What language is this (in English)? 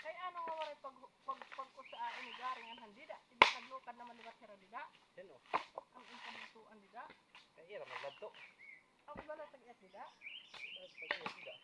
Waray